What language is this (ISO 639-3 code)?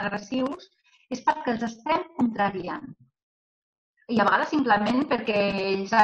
cat